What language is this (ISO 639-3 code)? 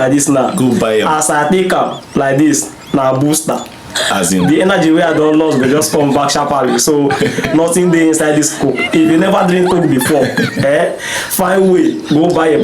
pcm